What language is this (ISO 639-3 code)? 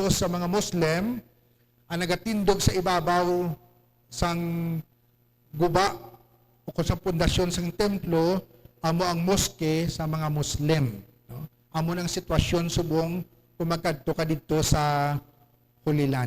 hil